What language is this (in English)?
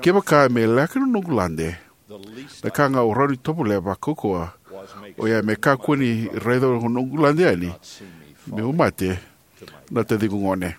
Fijian